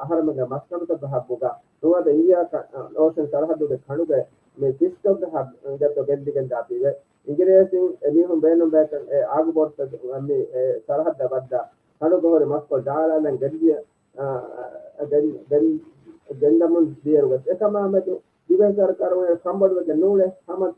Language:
Divehi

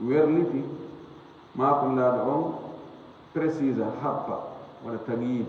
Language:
Fula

